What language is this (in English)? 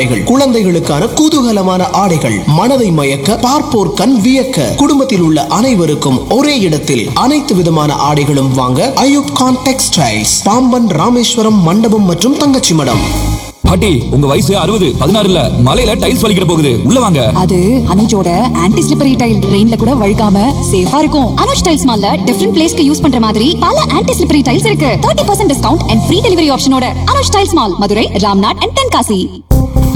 Tamil